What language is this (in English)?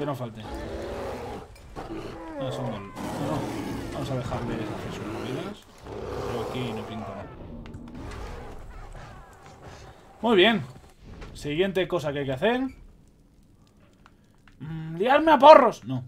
Spanish